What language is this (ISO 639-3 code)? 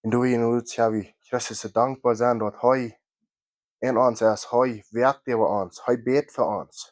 pdt